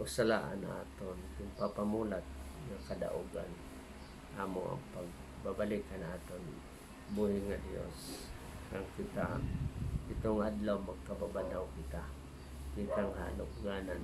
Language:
Waray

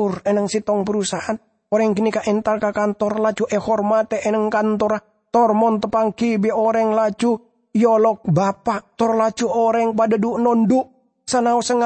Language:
Madurese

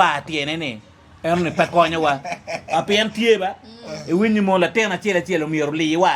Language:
Acoli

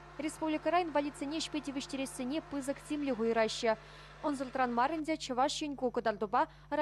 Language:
Chuvash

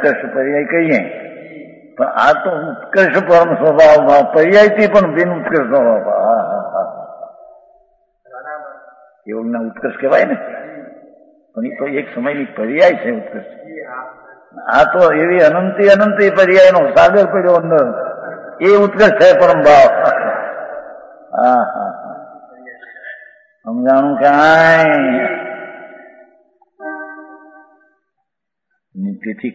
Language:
Gujarati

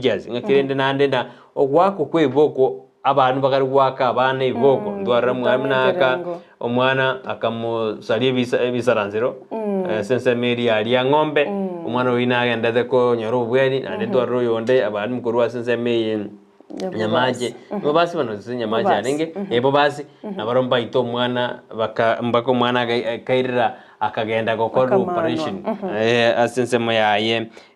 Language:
Gusii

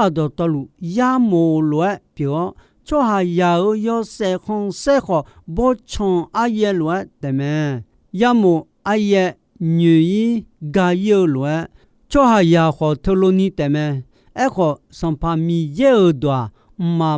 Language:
Akha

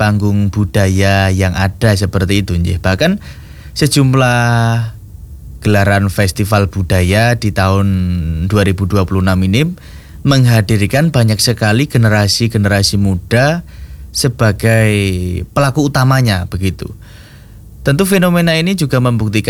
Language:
Indonesian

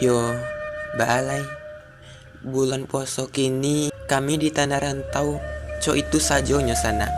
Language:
Minangkabau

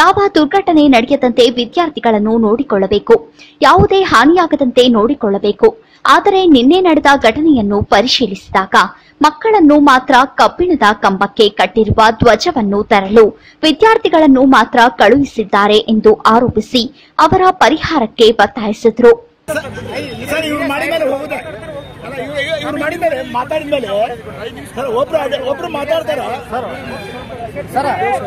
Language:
Kannada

